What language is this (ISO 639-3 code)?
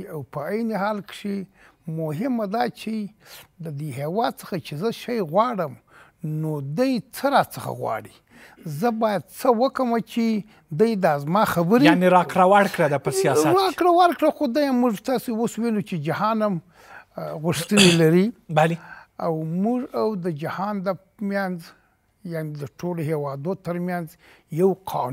pus